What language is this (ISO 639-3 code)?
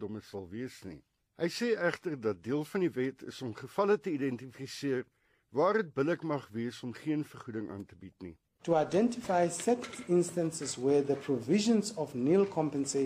afr